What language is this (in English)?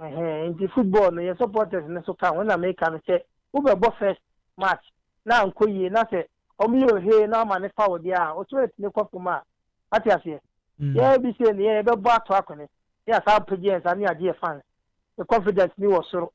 Akan